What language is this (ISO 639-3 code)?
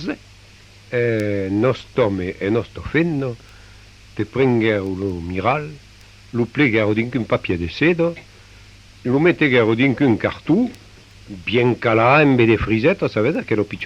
oci